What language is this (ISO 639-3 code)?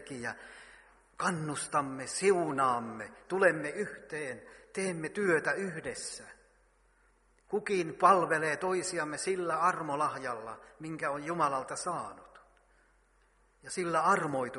fin